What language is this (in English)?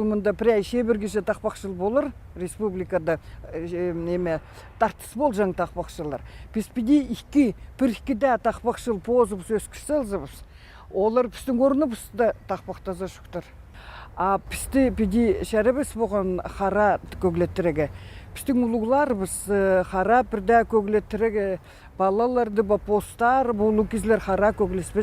Khakas